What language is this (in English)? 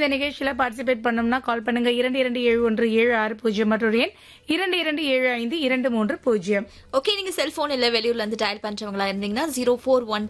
Tamil